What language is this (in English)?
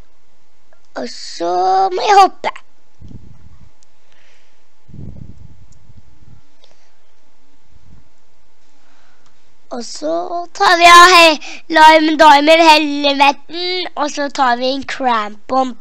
Norwegian